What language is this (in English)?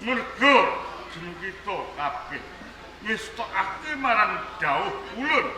Javanese